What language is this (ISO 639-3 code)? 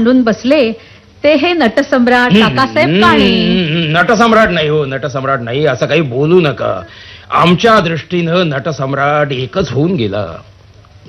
mar